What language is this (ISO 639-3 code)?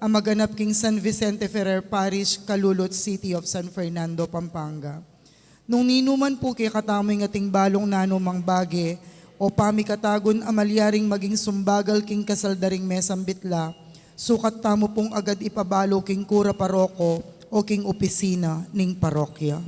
pam